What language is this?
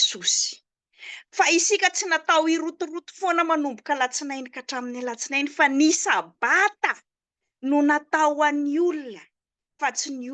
Malagasy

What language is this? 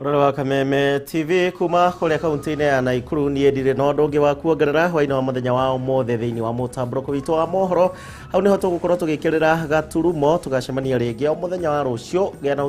Kikuyu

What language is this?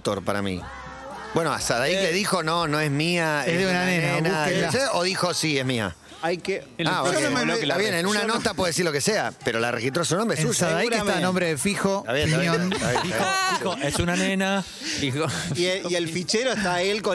Spanish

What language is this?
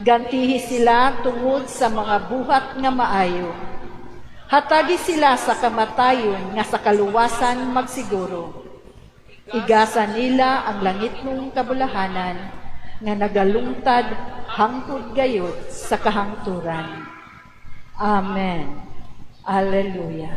Cebuano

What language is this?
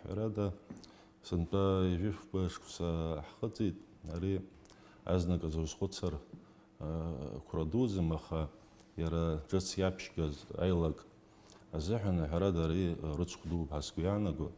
Abkhazian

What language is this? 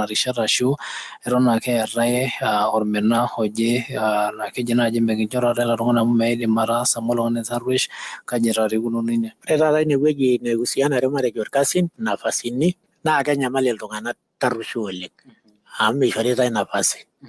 Masai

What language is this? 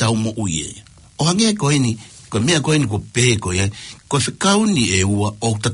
Tongan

